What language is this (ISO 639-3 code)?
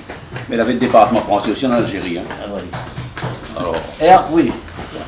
rcf